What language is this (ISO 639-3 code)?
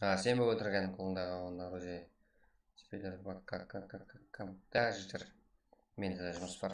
kaa